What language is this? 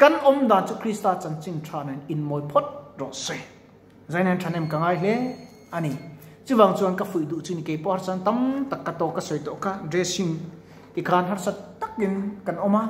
Mizo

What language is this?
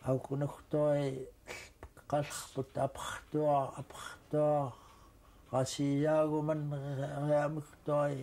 Central Yupik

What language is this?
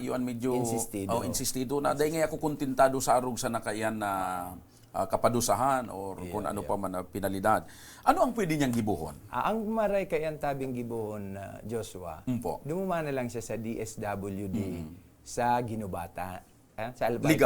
Bikol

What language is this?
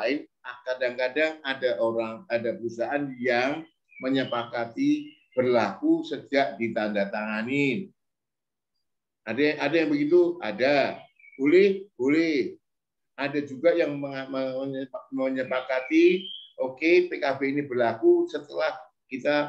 Indonesian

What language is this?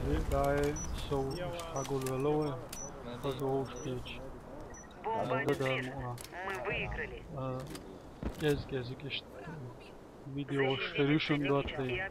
Chechen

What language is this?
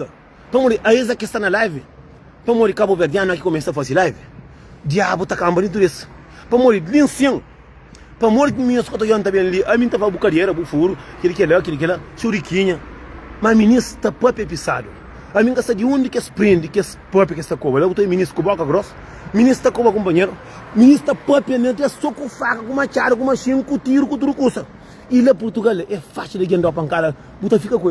Kabuverdianu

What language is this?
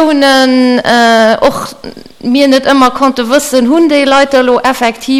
Luxembourgish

